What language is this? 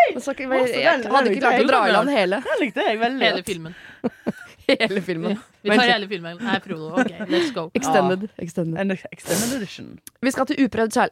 Norwegian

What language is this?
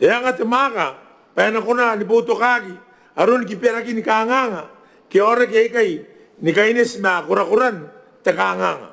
Gilbertese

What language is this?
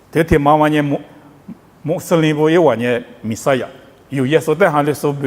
Lisu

